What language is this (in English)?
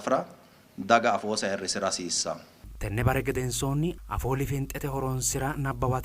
Sidamo